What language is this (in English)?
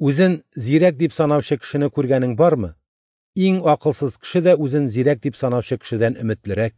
Tatar